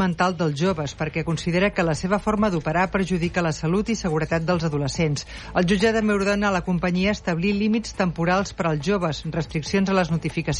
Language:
Catalan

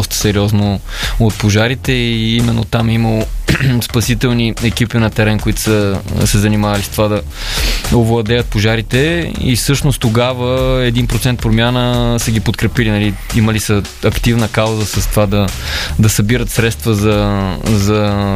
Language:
Bulgarian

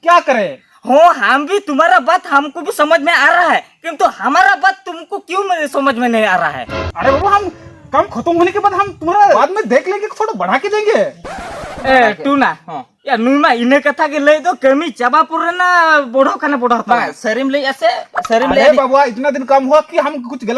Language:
Santali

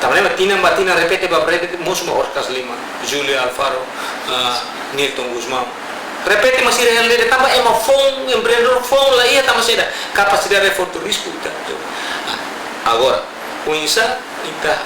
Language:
Tetum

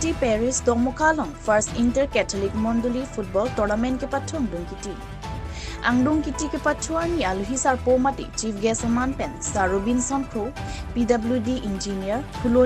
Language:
Karbi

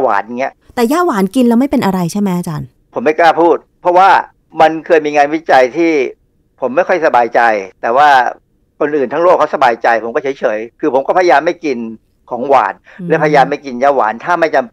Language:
Thai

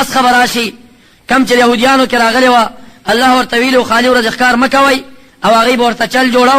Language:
Pashto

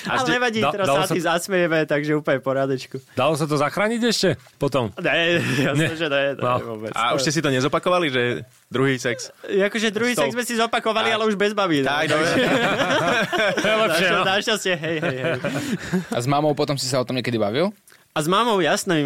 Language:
Slovak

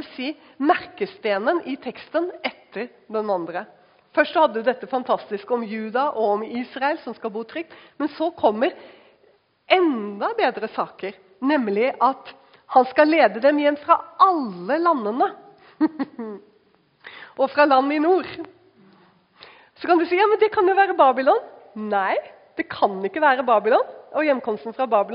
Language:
Norwegian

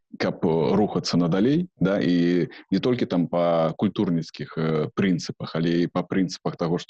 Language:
Belarusian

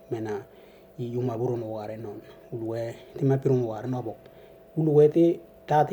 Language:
Western Dani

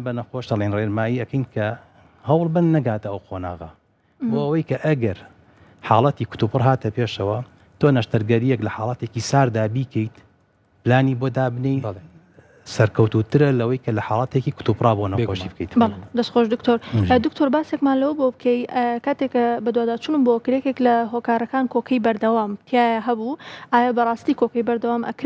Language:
Central Kurdish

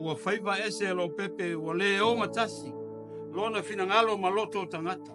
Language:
Samoan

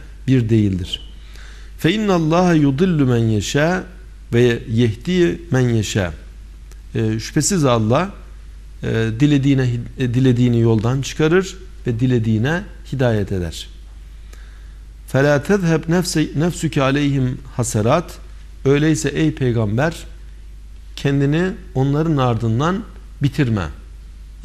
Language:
Turkish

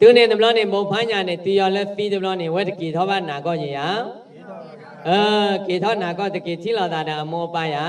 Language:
S'gaw Karen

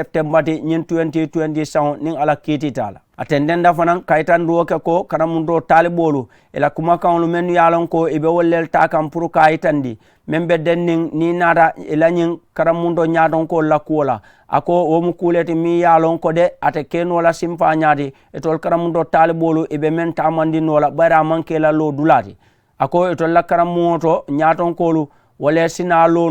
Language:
Mandingo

